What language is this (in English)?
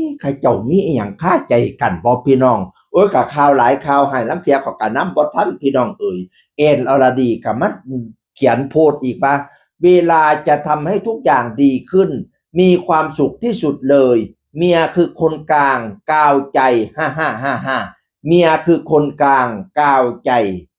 Northeastern Thai